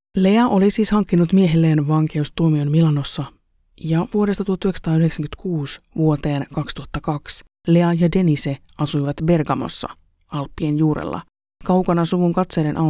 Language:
Finnish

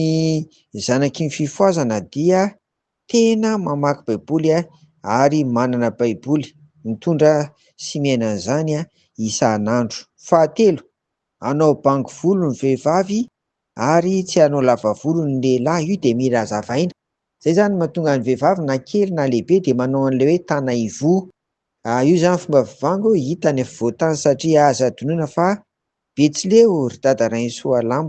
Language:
Malagasy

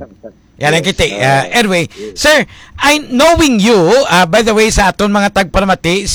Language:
Hiligaynon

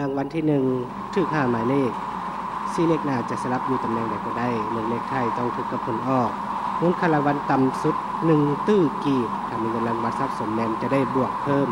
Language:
Lao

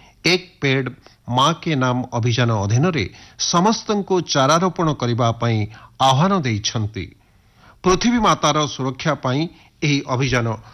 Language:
Odia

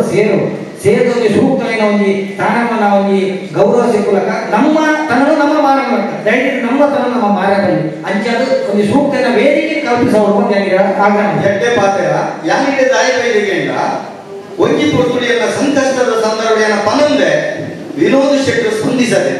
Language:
Tulu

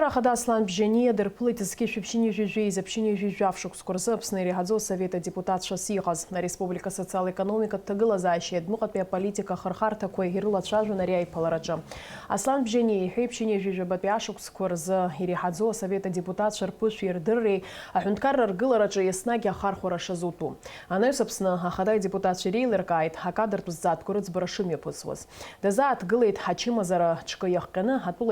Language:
Abkhazian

